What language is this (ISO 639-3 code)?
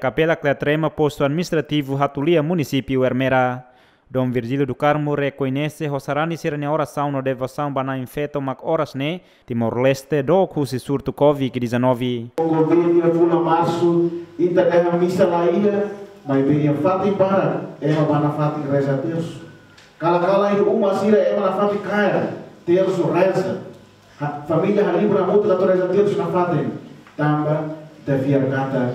tet